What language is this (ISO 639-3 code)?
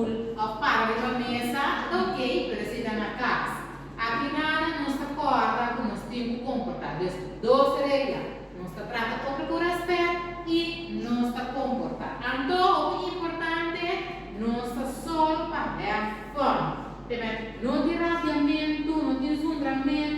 pap